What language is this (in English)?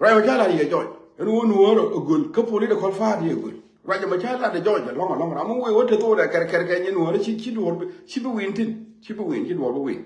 Nuer